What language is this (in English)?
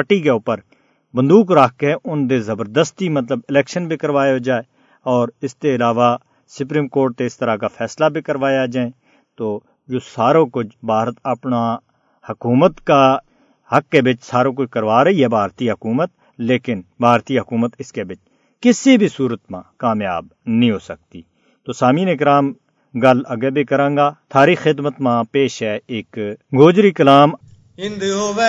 Gujari